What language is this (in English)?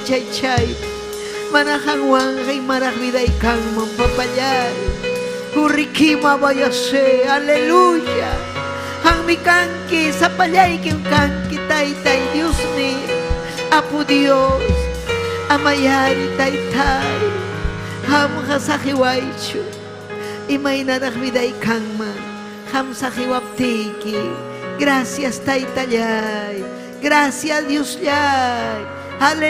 Ayacucho Quechua